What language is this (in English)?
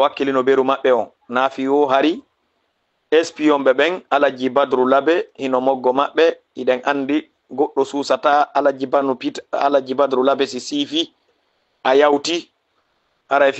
Fula